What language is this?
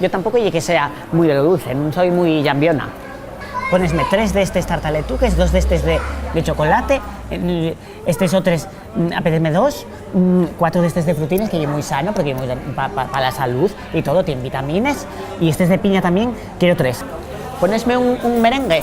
Asturian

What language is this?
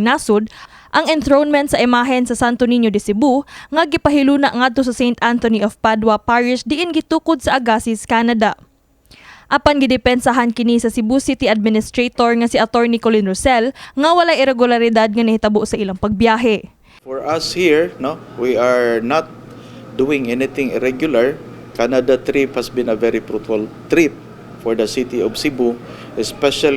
Cebuano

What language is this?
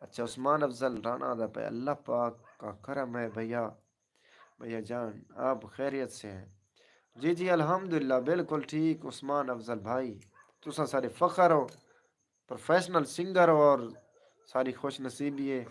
Saraiki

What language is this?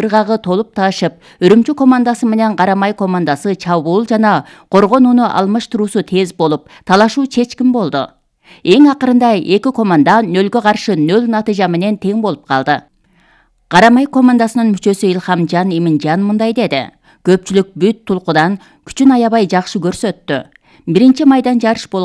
Kyrgyz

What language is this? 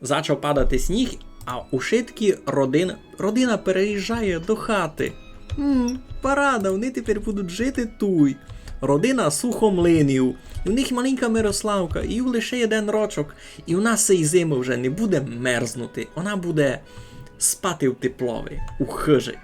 Rusyn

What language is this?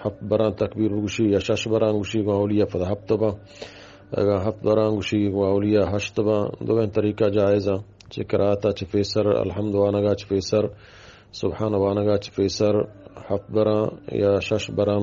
Eastern Balochi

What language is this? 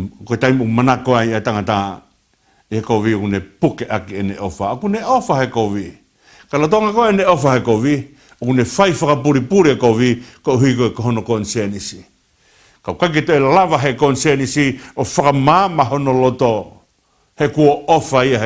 Tongan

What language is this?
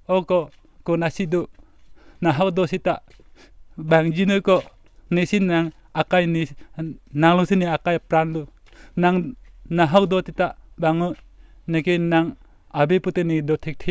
Karbi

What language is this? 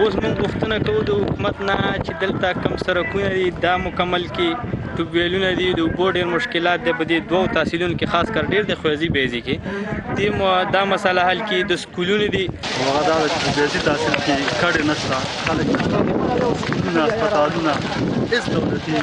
Pashto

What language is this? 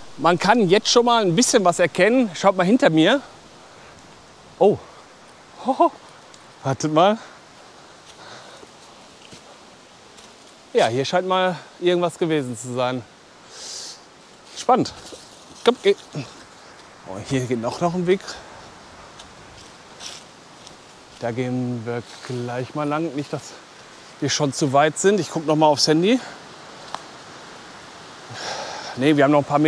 German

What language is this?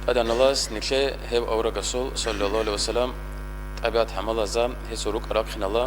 Avaric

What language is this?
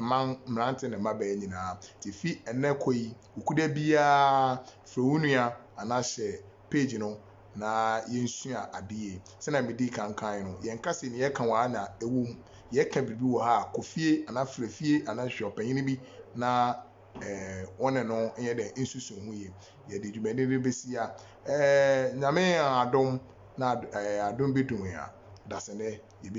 Akan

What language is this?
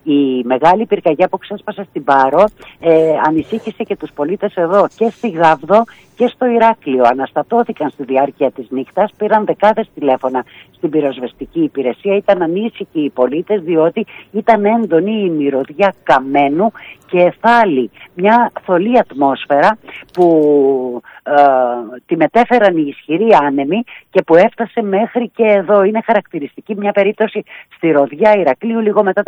Greek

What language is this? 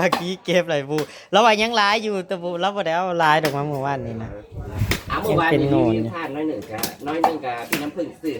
Northeastern Thai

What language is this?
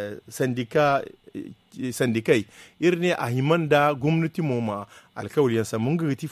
Zarma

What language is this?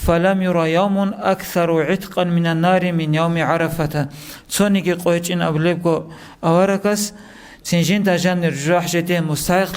Avaric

